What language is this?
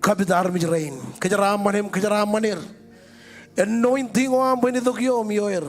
Marshallese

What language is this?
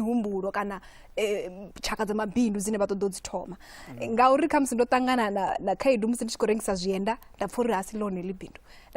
Venda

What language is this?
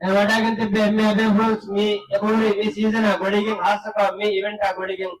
Divehi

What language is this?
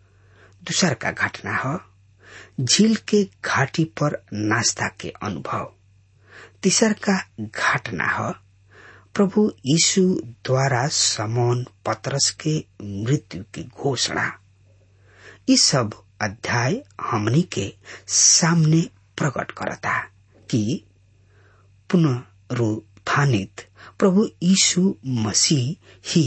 Bhojpuri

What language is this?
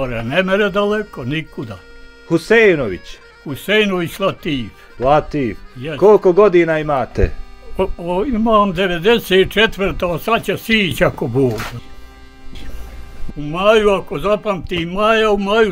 Bosnian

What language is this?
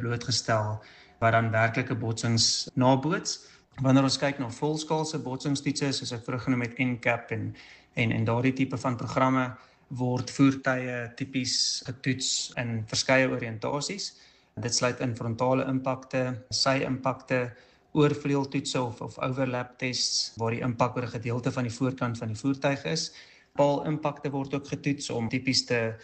Afrikaans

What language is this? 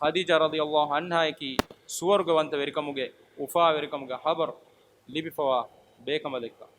Divehi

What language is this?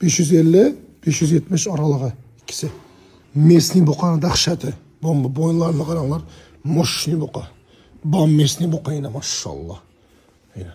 Uzbek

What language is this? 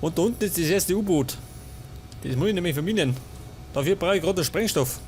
Bavarian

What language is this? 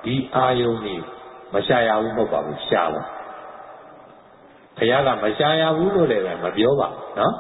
Burmese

